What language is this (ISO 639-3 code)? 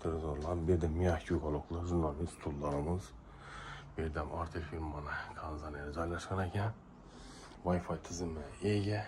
uzb